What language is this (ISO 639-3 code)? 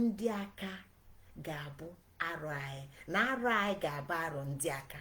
ibo